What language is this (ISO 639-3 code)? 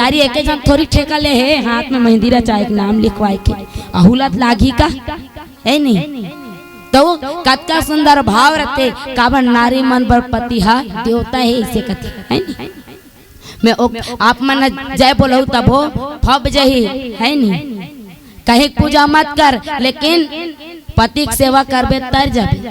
hne